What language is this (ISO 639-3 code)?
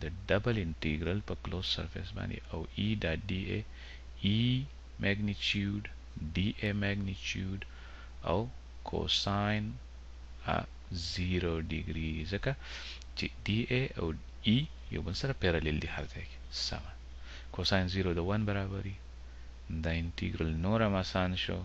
pus